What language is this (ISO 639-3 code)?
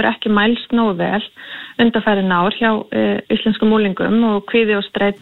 isl